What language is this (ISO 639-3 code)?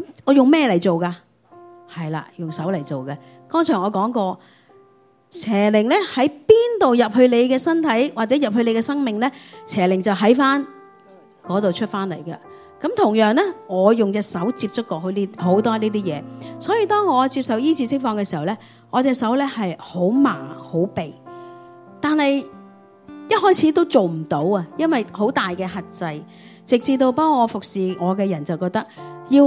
yue